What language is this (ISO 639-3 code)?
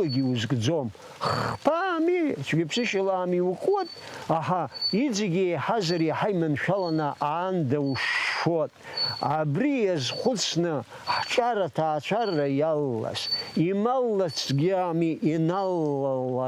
abk